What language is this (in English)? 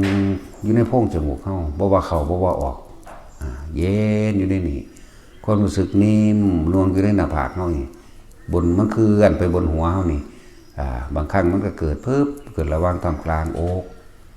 Northeastern Thai